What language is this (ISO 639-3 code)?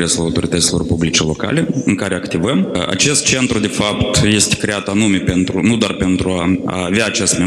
ron